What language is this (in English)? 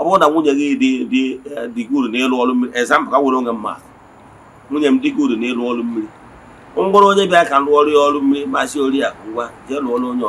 Igbo